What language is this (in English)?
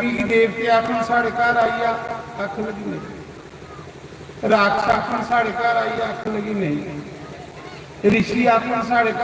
Dogri